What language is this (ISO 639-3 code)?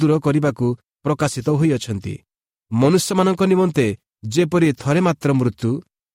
ori